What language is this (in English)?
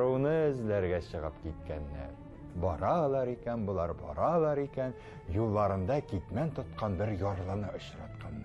Tatar